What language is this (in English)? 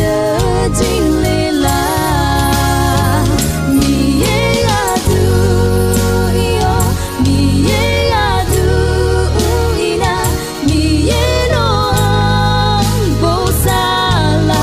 Akha